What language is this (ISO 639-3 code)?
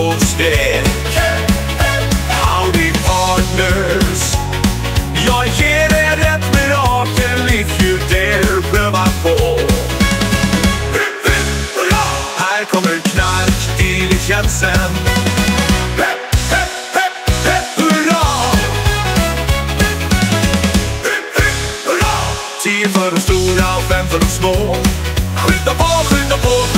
swe